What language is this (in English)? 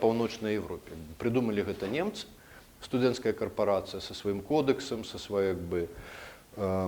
Belarusian